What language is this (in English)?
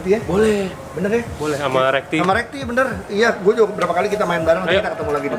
Indonesian